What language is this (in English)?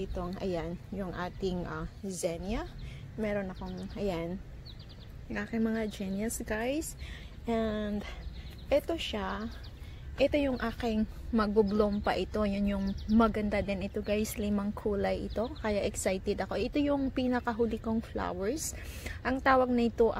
Filipino